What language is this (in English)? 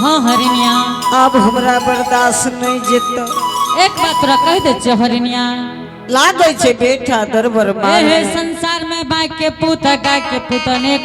Angika